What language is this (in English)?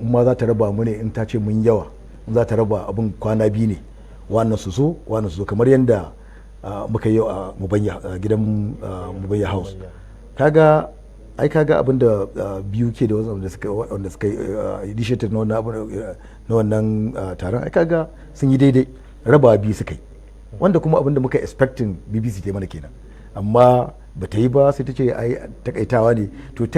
Hausa